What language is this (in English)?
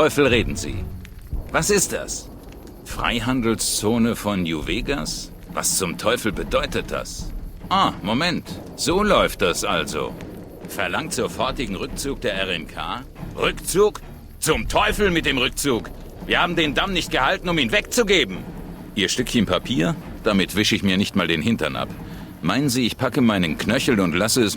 Bavarian